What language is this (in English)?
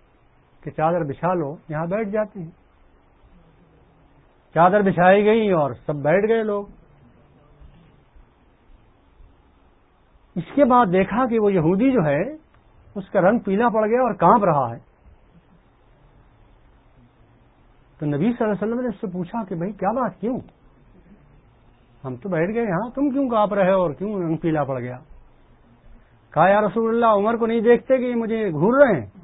Urdu